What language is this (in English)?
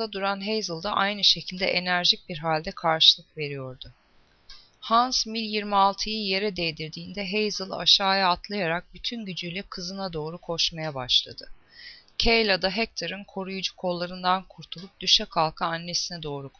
Turkish